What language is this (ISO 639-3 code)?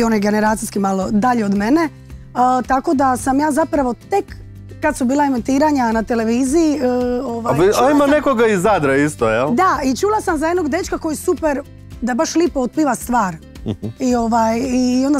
hrv